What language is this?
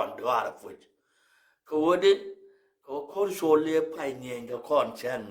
Nuer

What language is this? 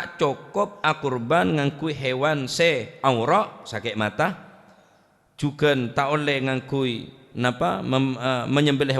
Madurese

